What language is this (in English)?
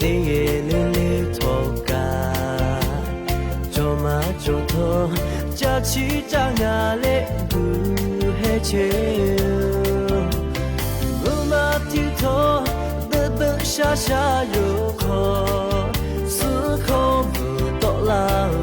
Lahu